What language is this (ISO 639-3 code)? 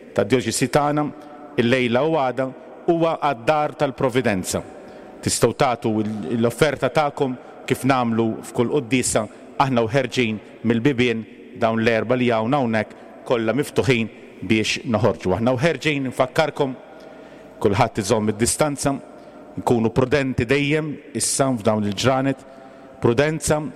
mlt